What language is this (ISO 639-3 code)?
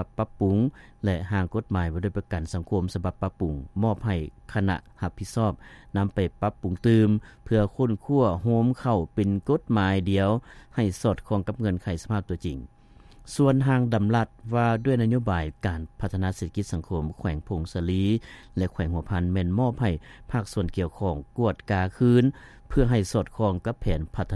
lao